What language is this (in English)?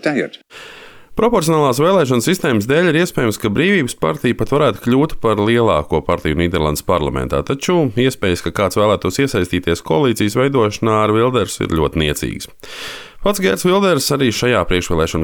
Latvian